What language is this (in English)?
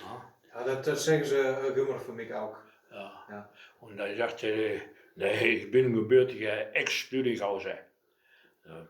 Westphalien